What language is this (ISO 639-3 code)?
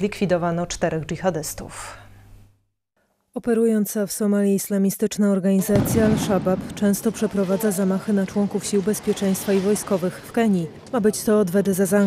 pol